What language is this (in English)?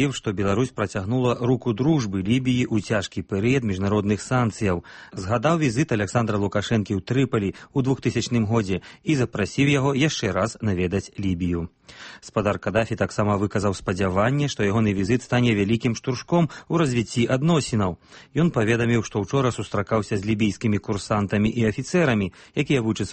Belarusian